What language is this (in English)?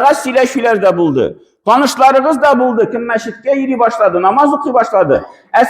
Tatar